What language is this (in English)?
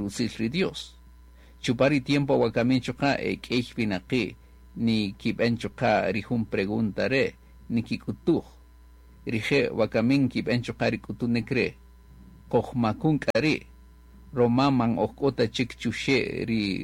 Kaqchikel